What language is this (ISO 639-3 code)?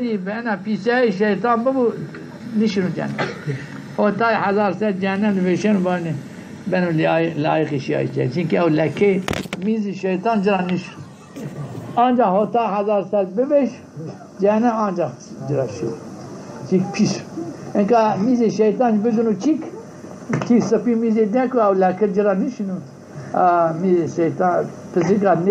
zza